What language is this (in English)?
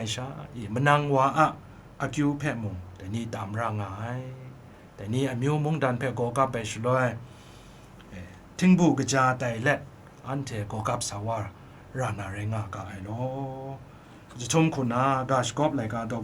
Kachin